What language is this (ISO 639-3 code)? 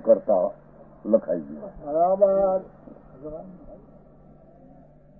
guj